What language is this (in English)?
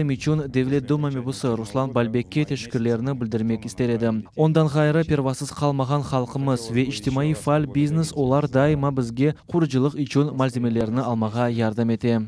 Crimean Tatar